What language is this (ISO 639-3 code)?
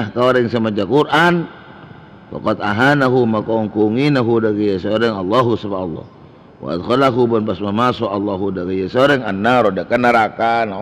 mad